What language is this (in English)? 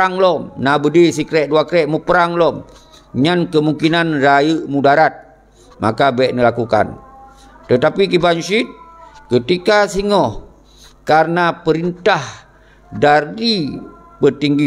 Achinese